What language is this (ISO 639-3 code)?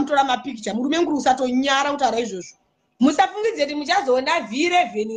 sna